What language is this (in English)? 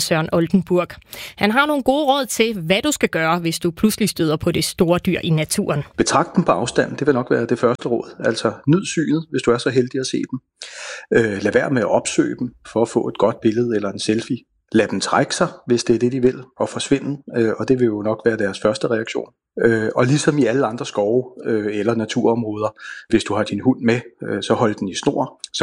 Danish